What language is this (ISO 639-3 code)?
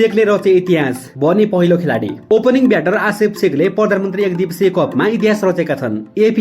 nep